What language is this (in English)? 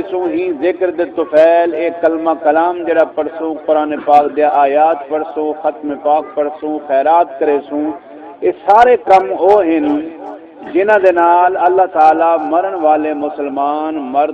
Saraiki